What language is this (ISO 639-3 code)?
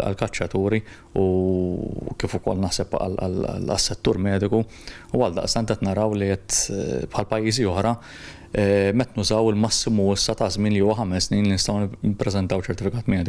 mlt